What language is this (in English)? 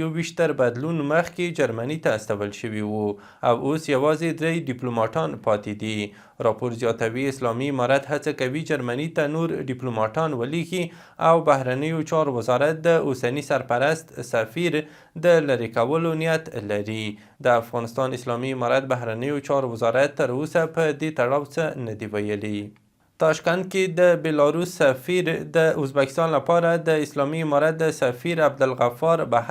Pashto